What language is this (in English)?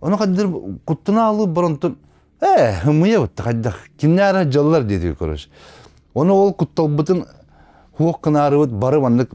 Yakut